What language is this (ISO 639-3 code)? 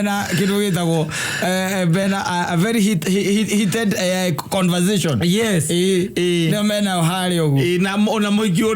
kik